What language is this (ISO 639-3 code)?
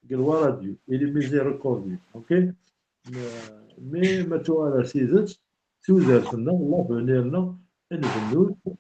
kab